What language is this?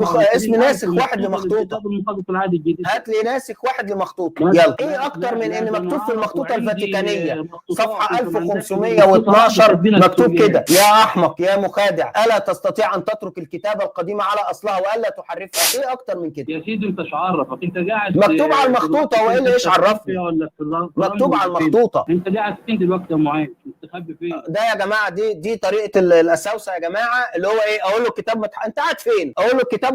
Egyptian Arabic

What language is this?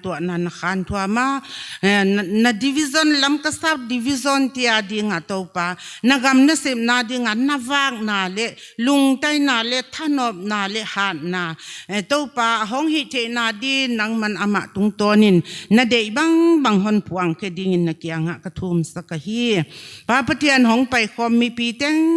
Paite Chin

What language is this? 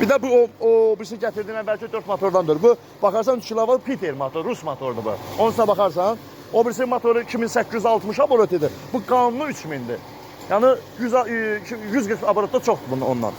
Azerbaijani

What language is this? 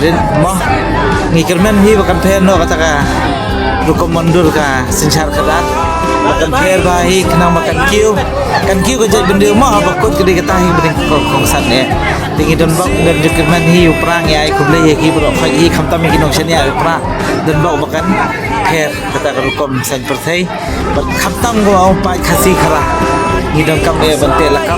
Khasi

